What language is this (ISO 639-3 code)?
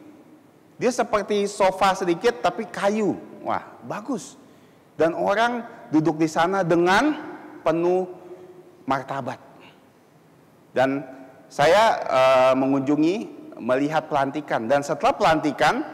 ind